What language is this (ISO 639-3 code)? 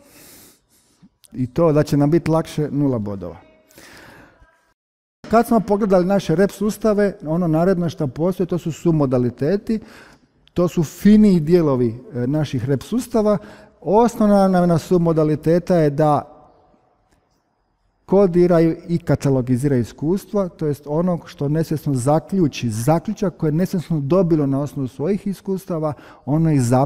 hrv